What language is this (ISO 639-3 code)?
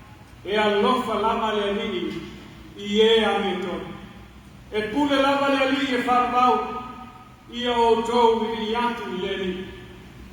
smo